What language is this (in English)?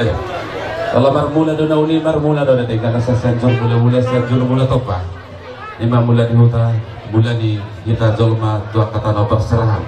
Batak Toba